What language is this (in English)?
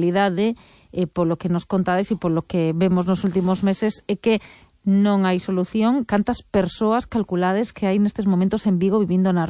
Galician